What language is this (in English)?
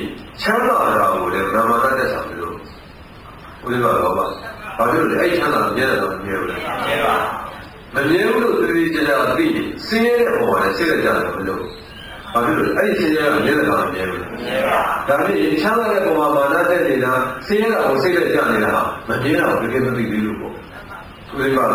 Burmese